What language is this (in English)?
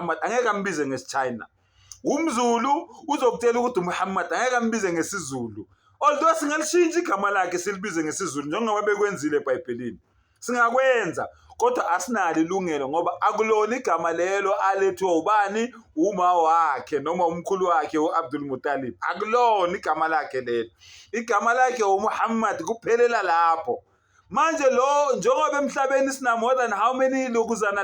Zulu